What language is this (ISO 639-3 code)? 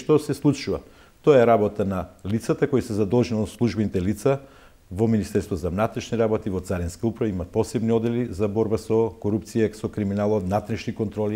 mkd